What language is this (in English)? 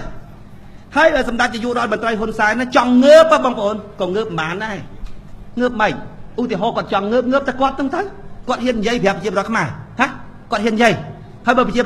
Khmer